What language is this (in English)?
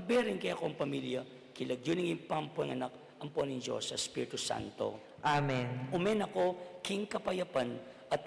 Pampanga